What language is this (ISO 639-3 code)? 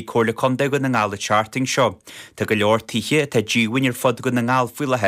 gle